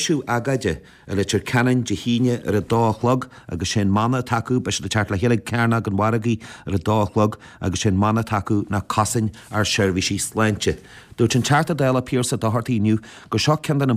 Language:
Irish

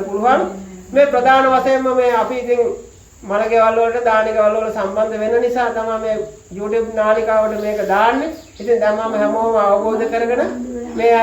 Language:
Sinhala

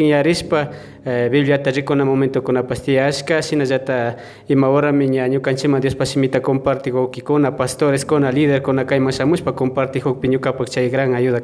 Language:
Imbabura Highland Quichua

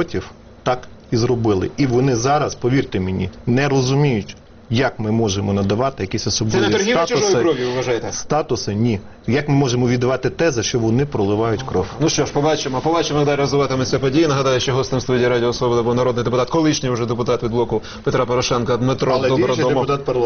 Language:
Ukrainian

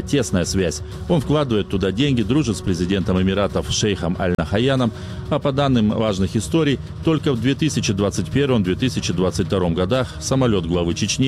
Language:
Russian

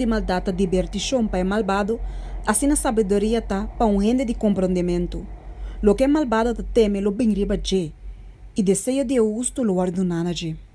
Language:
Papiamento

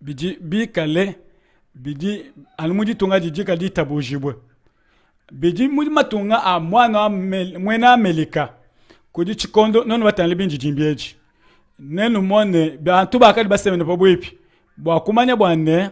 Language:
Luba-Lulua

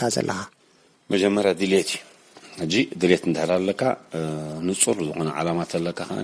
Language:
Tigrinya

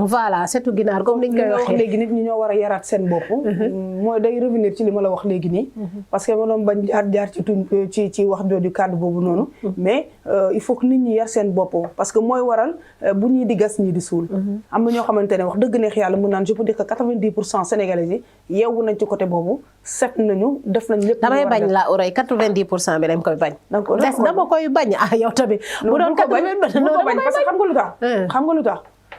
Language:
Wolof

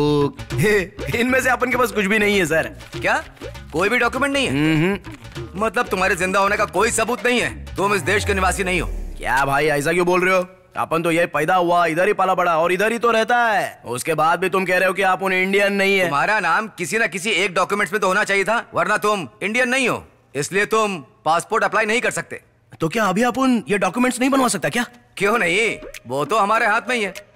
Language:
Hindi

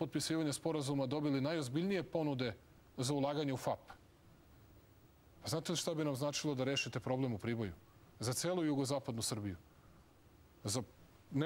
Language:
Serbian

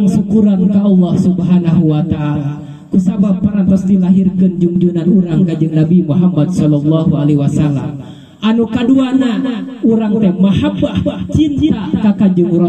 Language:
Sundanese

